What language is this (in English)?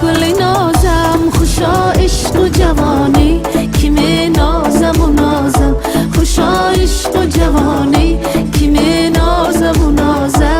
Tajik